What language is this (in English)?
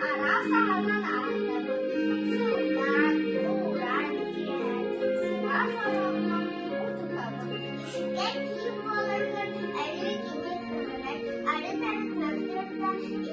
Yakut